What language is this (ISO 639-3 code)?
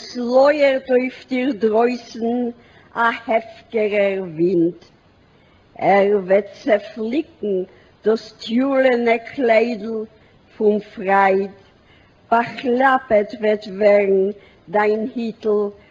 yid